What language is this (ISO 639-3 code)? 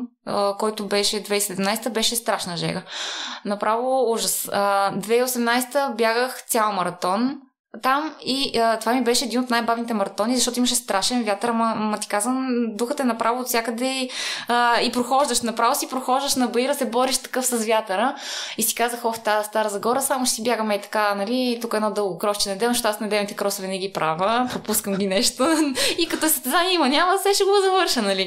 bul